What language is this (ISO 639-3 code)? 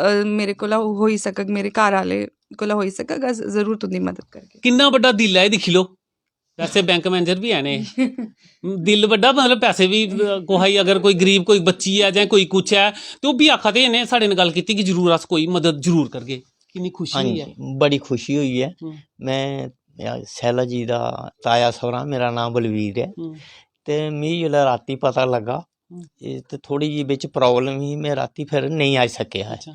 doi